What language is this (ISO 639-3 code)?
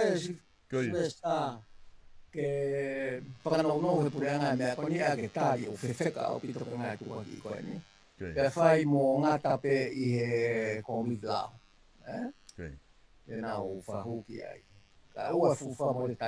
ton